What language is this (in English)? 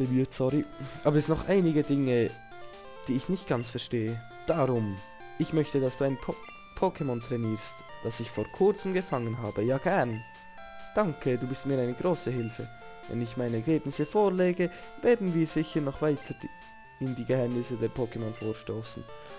Swiss German